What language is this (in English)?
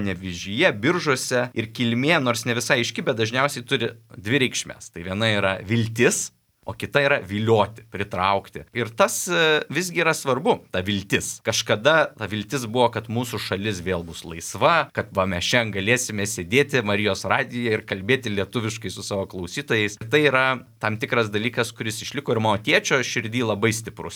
Lithuanian